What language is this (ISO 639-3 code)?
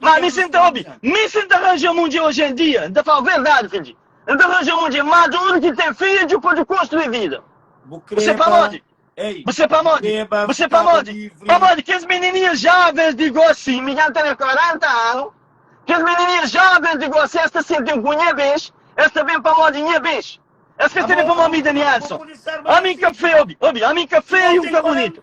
kea